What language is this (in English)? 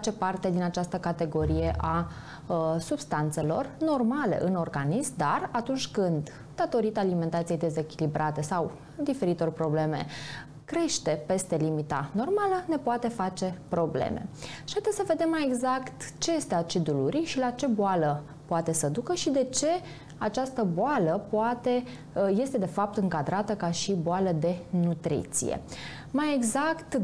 Romanian